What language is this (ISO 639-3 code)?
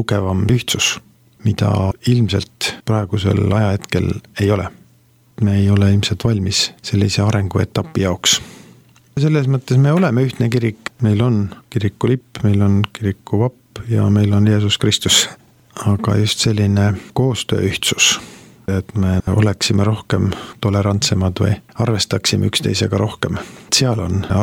est